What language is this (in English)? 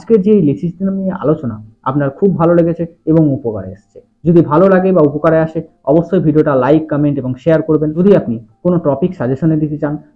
Bangla